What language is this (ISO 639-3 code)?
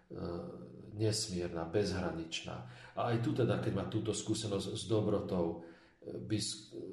slk